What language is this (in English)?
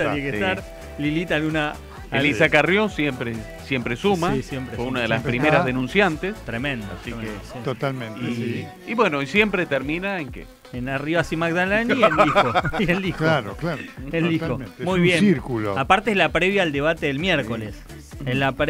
Spanish